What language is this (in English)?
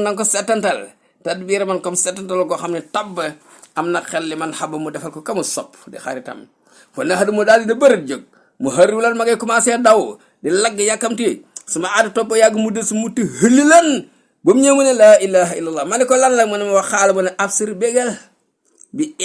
Wolof